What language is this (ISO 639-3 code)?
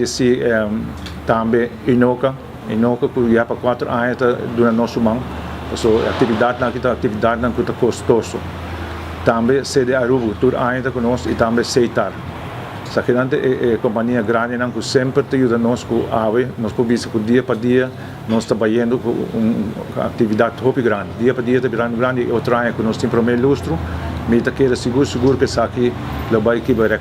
pap